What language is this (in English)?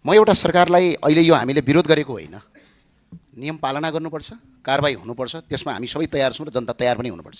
Nepali